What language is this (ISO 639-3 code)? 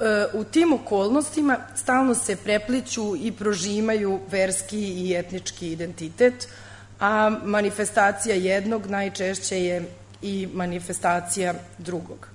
srp